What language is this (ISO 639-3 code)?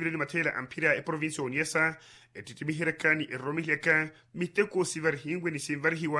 vmw